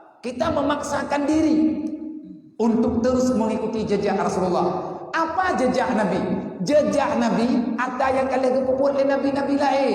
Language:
Achinese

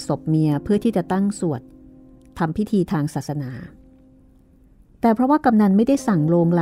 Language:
Thai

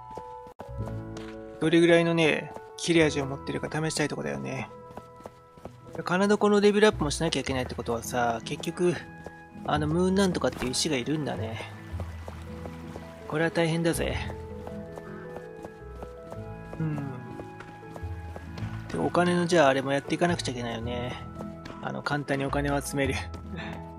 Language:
Japanese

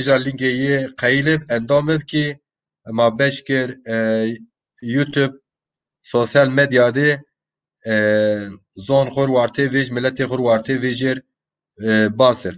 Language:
Zaza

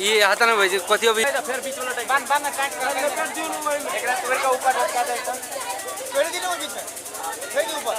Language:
Maithili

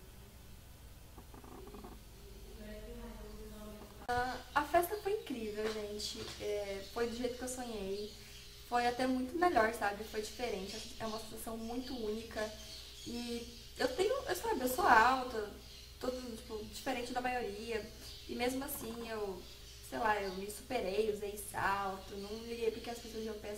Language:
Portuguese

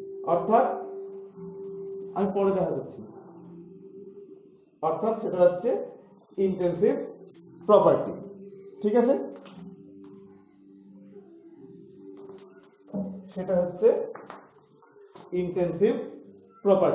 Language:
Bangla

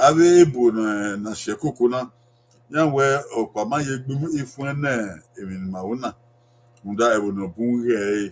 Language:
Bini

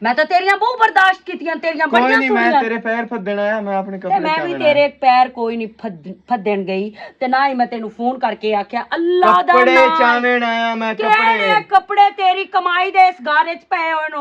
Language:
Western Panjabi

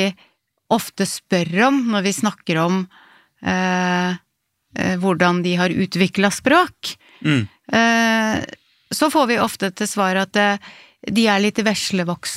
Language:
Norwegian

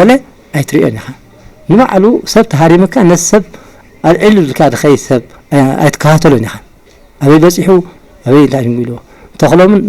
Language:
Tigrinya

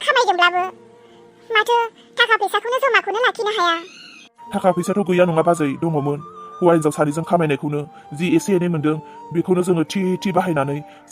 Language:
Bodo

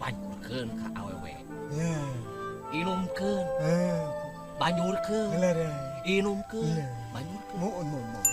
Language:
Sundanese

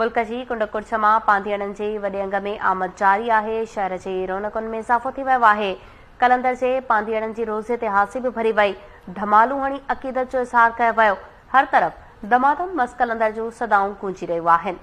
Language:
Sindhi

